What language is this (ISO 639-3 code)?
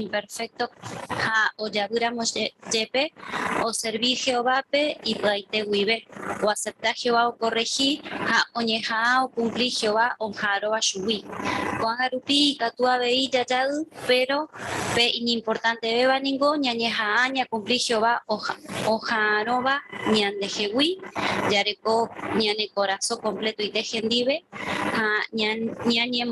grn